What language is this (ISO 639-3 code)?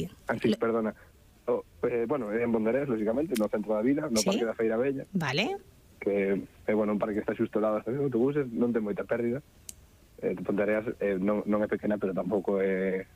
glg